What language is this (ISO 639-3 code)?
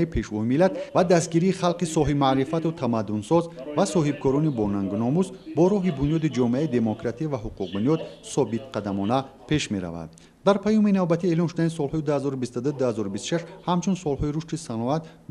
tgk